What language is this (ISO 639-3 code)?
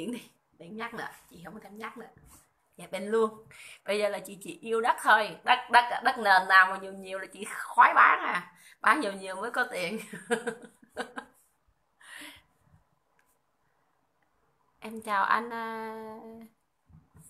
vie